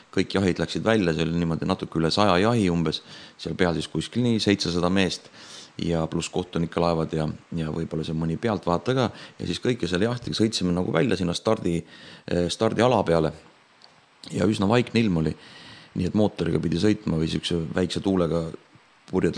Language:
Estonian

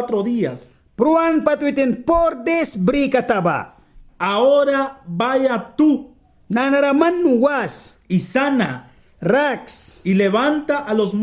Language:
Mískito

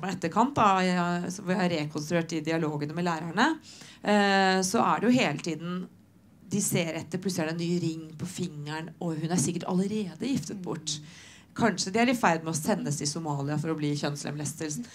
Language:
Norwegian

